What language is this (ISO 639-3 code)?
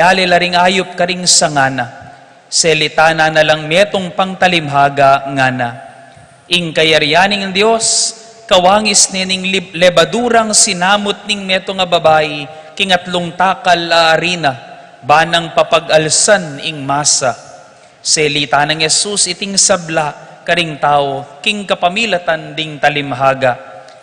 pam